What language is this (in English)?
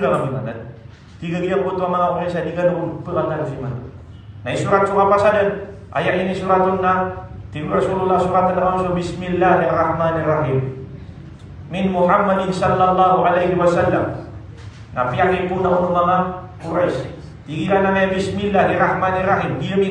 Maranao